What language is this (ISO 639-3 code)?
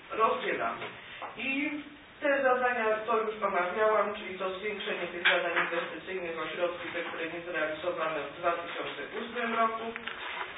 pol